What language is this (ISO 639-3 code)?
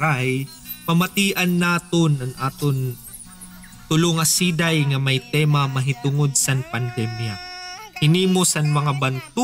war